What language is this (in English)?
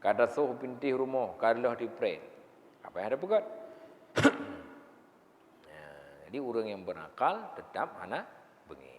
Achinese